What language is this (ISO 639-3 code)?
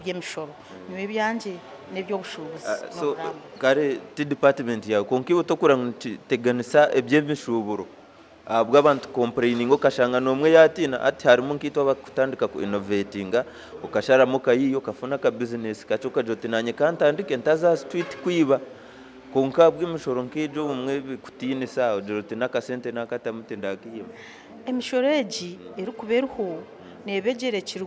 nyn